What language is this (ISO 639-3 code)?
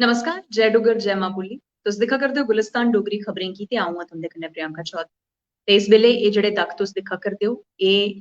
doi